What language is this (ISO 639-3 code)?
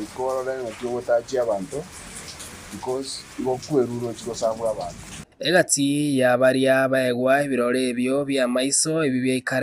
guz